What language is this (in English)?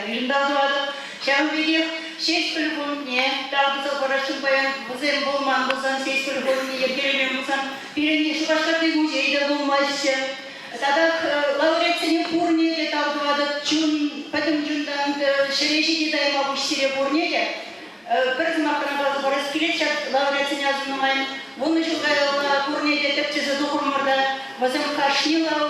Chuvash